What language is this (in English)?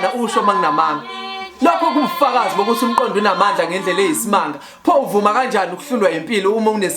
Zulu